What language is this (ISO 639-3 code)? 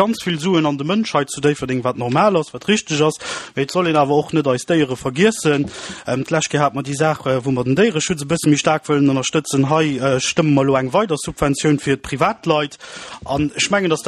ltz